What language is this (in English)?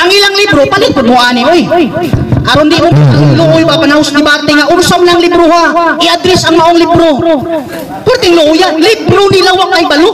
Cebuano